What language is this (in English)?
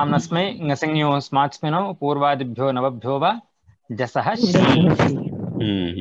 Sanskrit